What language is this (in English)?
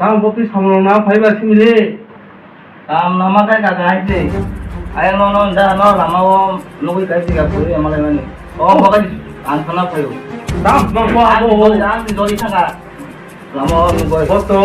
Kok Borok